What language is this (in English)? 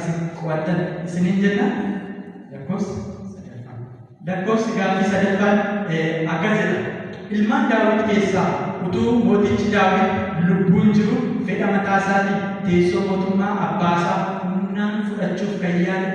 Oromo